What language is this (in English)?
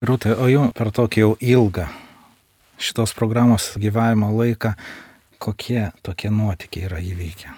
Lithuanian